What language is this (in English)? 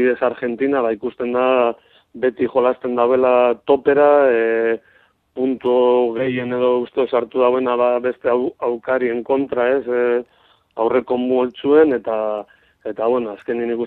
Basque